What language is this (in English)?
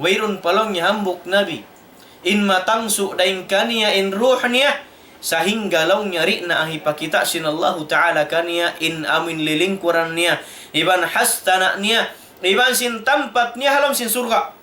Tausug